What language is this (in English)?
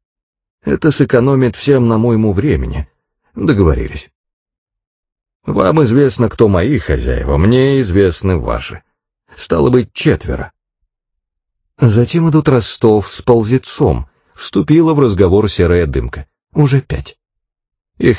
Russian